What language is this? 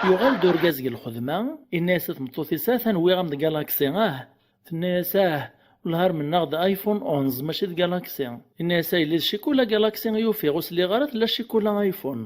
Kabyle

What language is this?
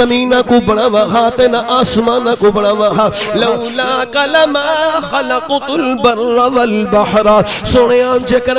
Saraiki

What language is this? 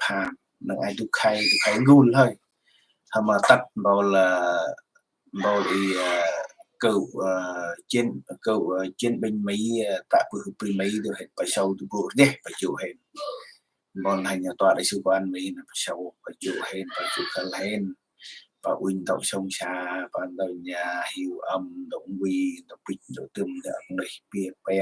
Central Mnong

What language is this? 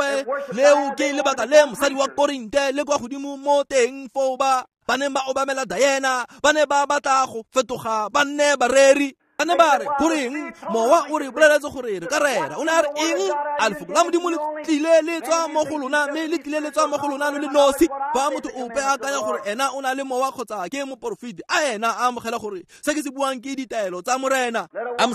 Tswana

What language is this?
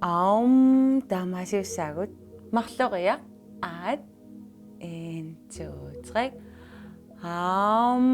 Kalaallisut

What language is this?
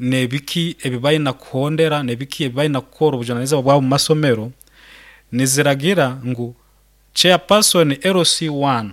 Nyoro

